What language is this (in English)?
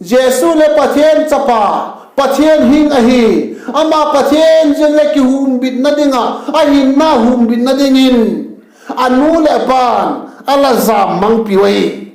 Vaiphei